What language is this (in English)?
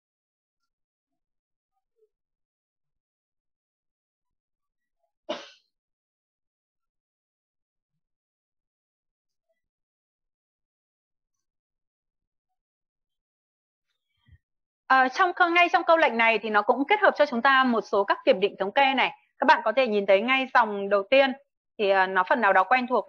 Vietnamese